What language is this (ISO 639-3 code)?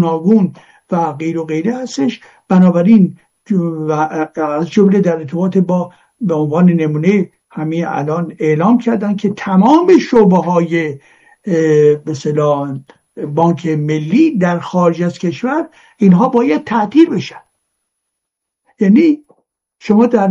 fas